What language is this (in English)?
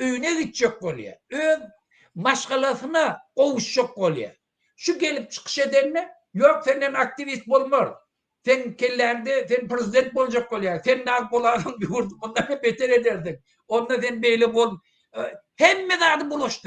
Turkmen